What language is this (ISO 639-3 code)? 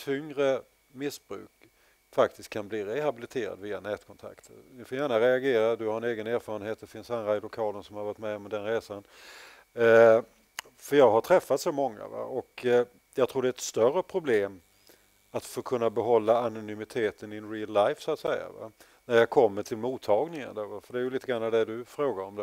swe